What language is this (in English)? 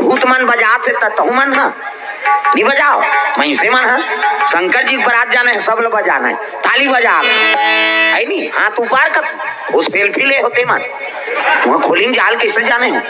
Chhattisgarhi